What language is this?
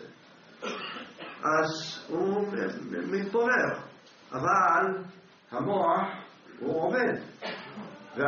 Hebrew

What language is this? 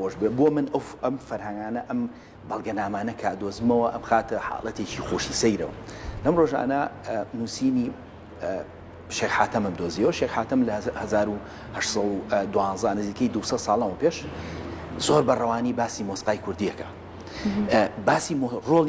Central Kurdish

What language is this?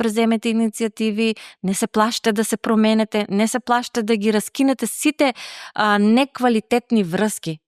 Macedonian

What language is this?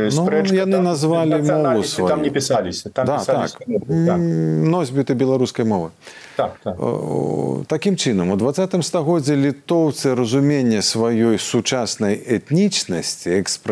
Belarusian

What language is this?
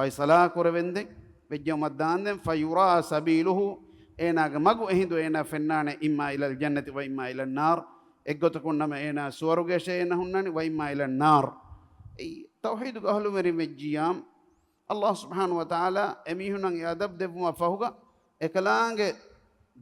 Divehi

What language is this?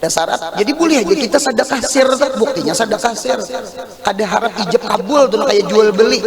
Banjar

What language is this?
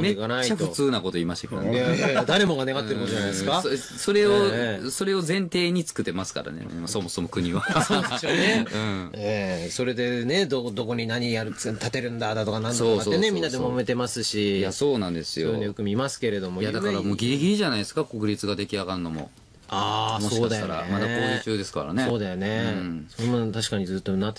Japanese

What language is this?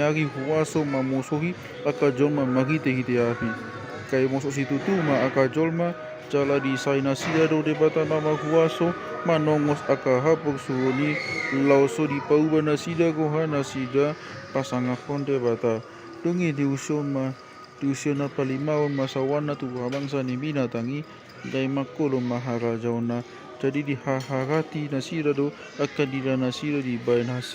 Batak Toba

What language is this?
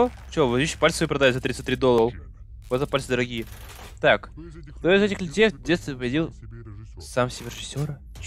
Russian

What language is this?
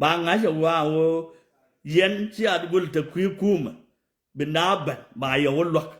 Nuer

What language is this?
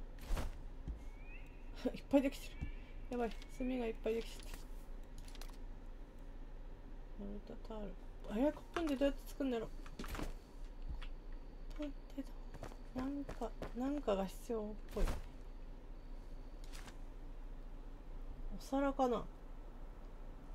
Japanese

